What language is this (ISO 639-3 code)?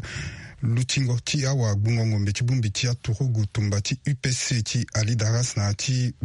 sag